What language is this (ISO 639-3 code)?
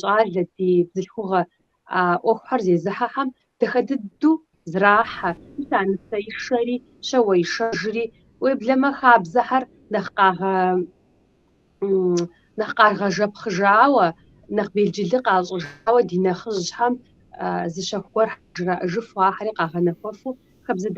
kbd